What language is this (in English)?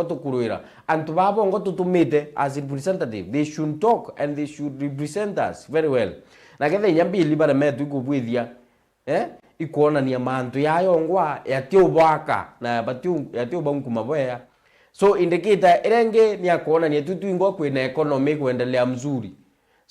Meru